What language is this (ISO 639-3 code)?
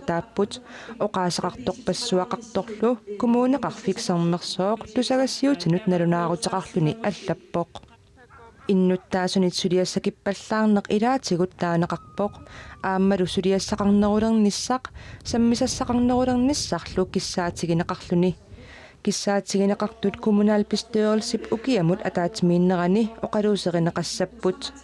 kal